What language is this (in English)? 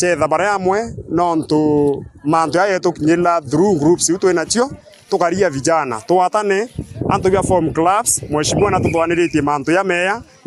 Meru